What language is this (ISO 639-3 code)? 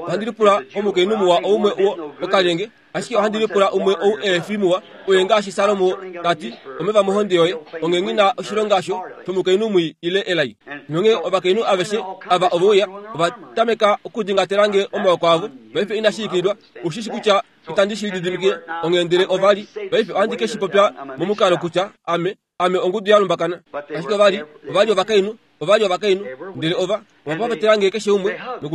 kua